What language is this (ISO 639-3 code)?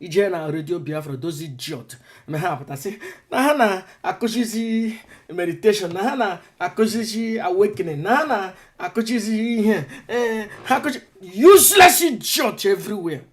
ibo